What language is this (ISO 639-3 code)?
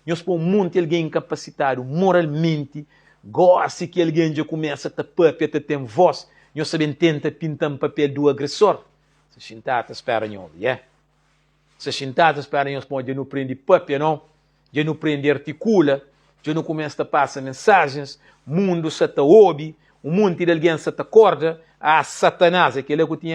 kea